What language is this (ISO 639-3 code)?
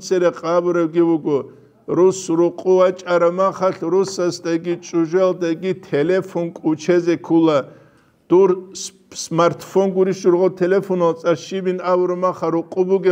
ava